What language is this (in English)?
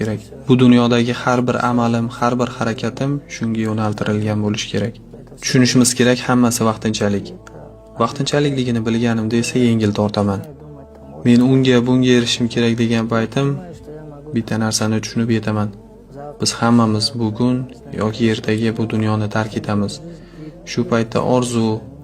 Uzbek